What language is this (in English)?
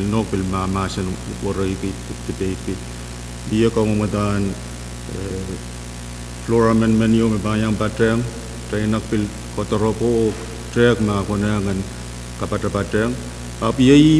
Pohnpeian